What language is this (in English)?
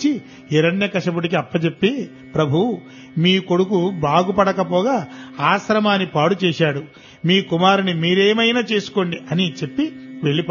Telugu